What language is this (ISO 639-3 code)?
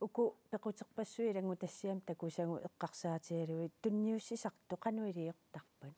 kal